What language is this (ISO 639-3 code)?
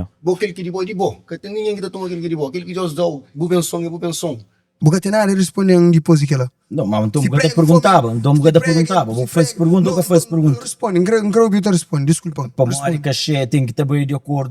kea